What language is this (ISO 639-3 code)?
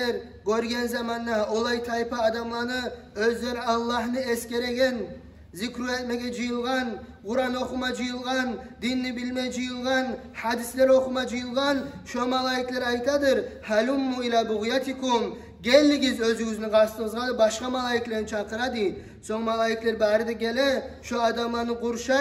kum